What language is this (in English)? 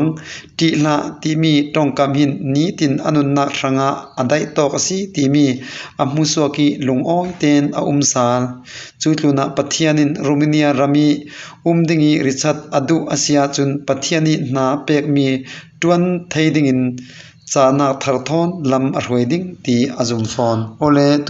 Falam Chin